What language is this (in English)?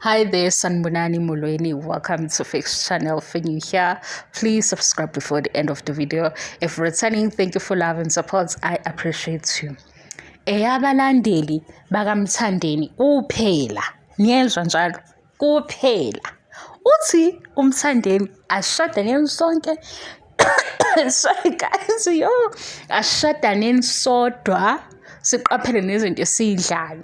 Zulu